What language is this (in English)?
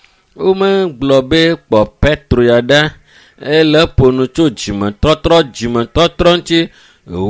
Ewe